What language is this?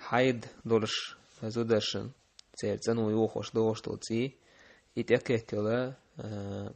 Chechen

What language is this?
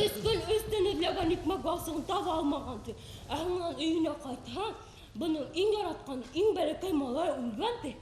Bashkir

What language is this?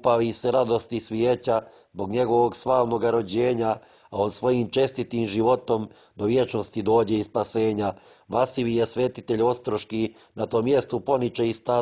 Croatian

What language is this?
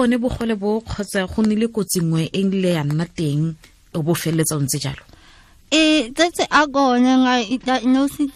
Tswana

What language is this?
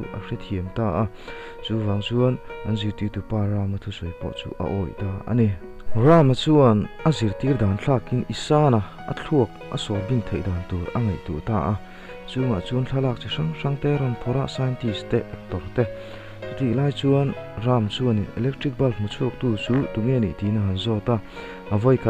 Mizo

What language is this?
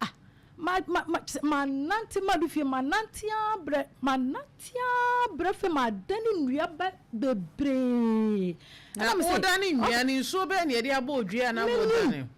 Akan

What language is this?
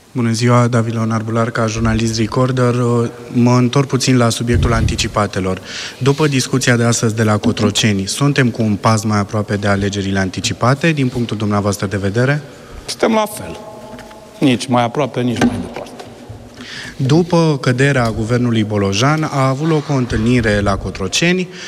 Romanian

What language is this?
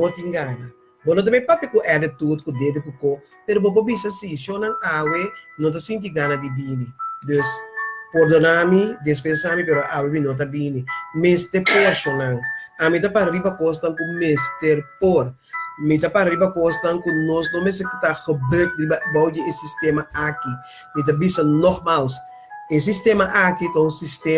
Papiamento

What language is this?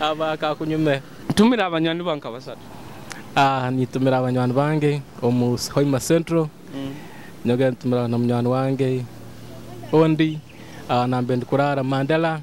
Nyoro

